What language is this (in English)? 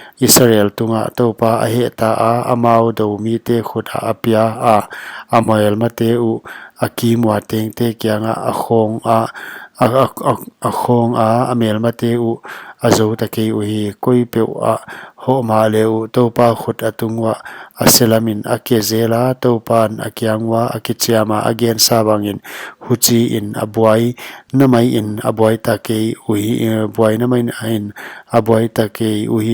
Paite Chin